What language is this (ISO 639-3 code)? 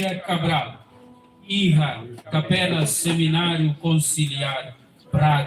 tet